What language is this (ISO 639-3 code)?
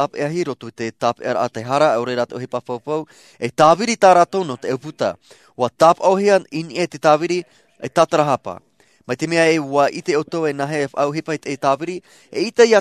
tah